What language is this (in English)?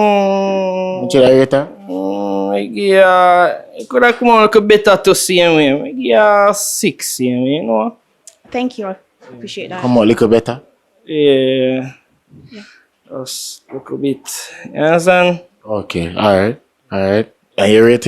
Jamaican Creole English